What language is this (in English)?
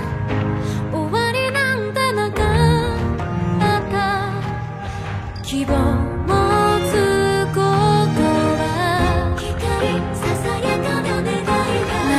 Japanese